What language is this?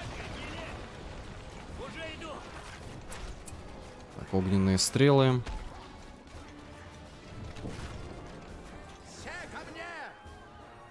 Russian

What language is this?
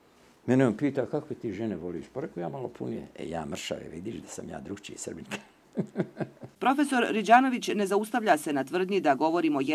Bosnian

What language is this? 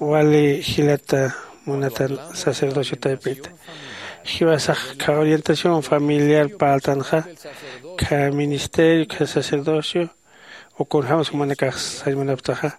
Aymara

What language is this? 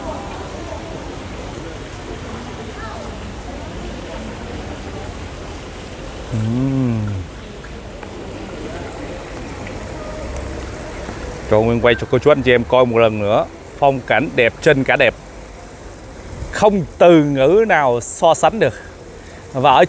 Vietnamese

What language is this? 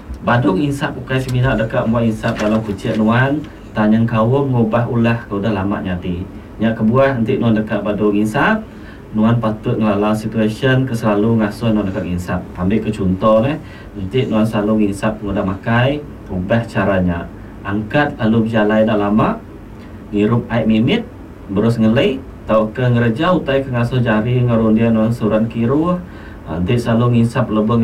Iban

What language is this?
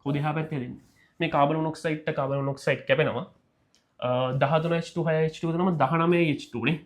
Sinhala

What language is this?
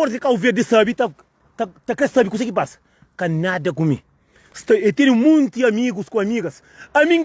Kabuverdianu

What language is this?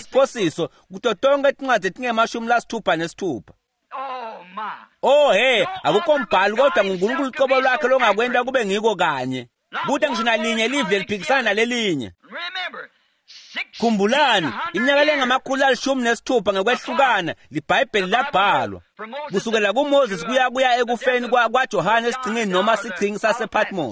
Swati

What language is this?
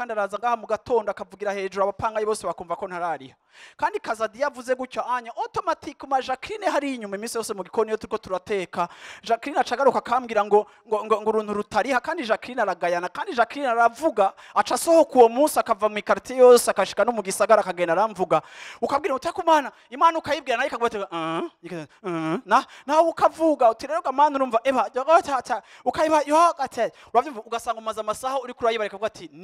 Rundi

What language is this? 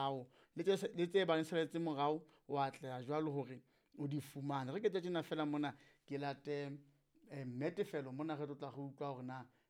Southern Sotho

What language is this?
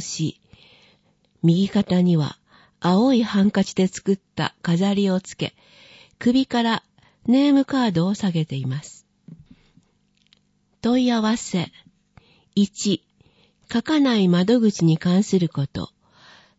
Japanese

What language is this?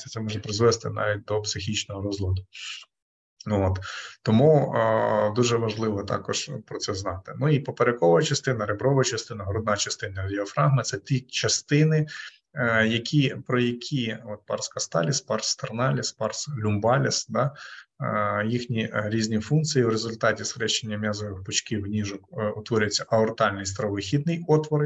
Ukrainian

